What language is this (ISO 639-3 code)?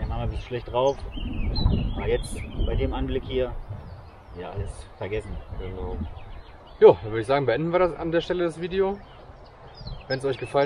deu